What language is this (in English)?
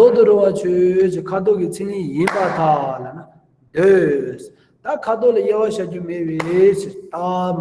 Tibetan